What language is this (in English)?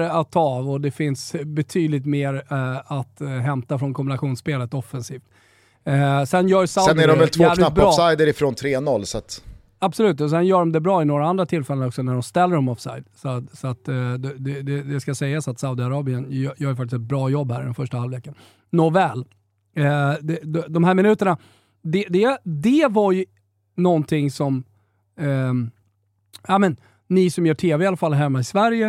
Swedish